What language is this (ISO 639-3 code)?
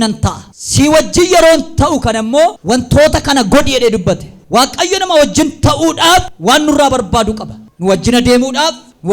orm